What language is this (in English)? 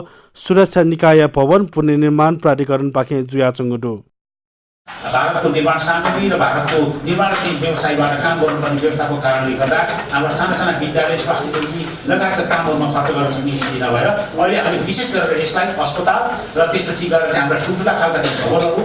Newari